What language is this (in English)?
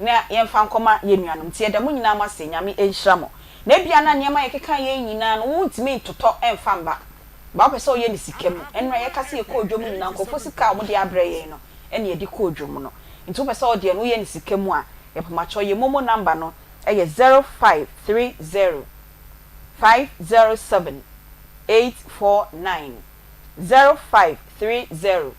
Akan